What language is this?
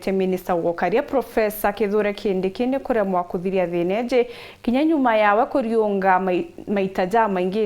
Meru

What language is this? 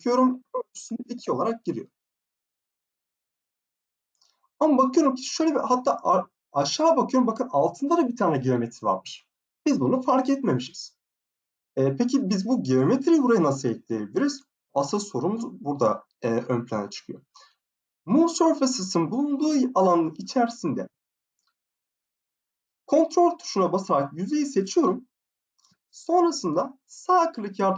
Turkish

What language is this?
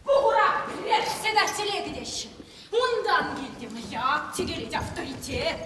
Chuvash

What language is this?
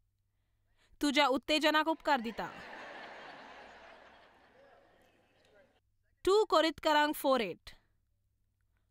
Konkani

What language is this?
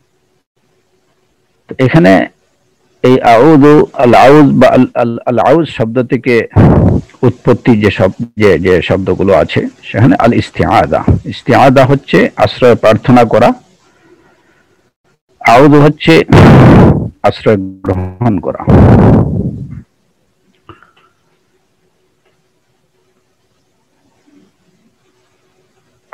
Bangla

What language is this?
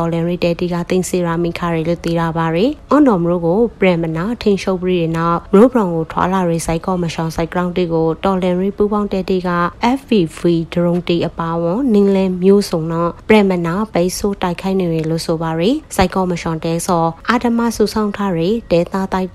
Burmese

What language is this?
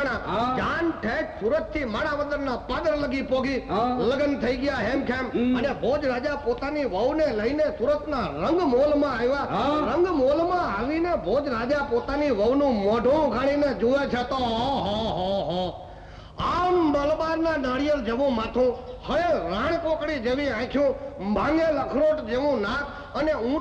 Gujarati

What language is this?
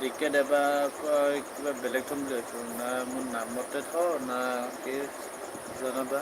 Assamese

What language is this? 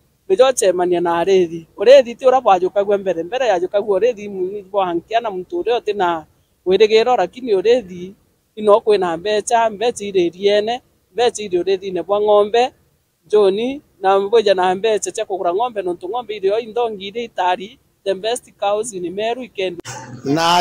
Meru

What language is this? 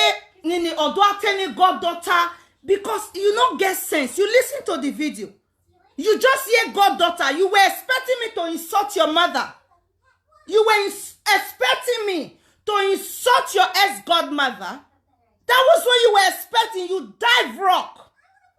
Nigerian Pidgin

